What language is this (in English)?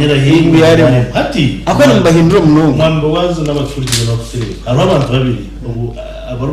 Nyankole